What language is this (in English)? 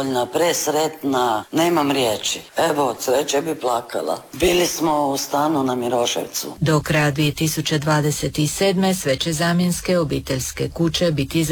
Croatian